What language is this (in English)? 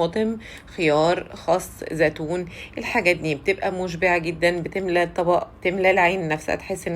Egyptian Arabic